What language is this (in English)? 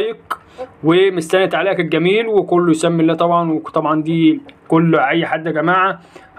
Egyptian Arabic